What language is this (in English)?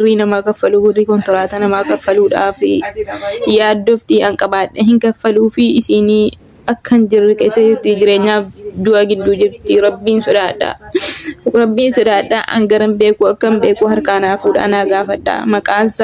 Oromo